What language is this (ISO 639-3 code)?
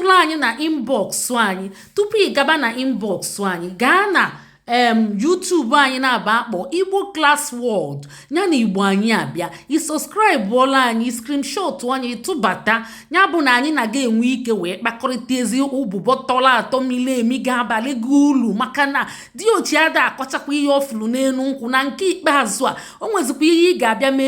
ibo